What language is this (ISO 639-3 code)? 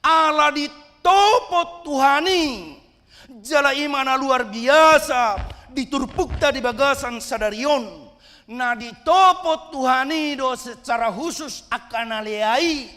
bbc